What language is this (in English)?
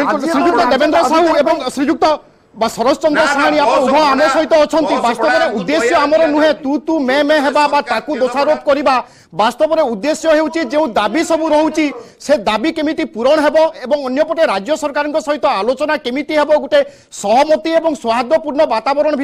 Odia